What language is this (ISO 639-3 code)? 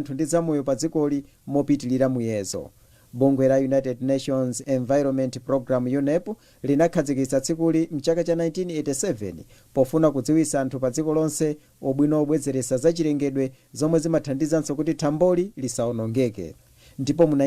nya